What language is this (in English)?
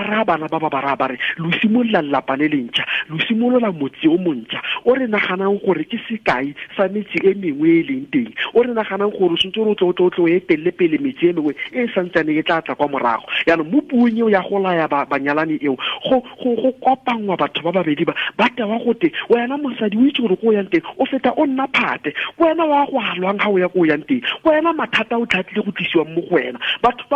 Tswana